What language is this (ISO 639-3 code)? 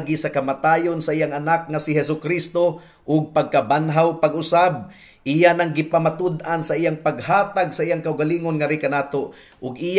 ceb